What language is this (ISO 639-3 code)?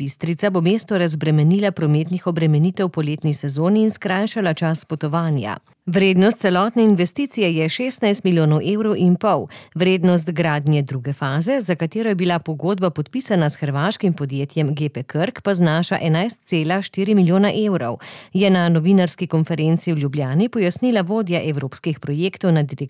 slv